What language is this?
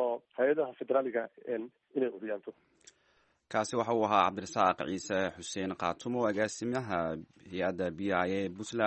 Somali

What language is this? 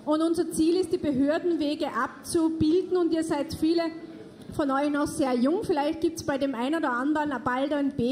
German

